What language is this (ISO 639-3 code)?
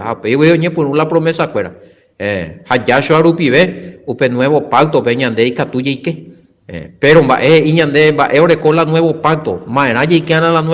grn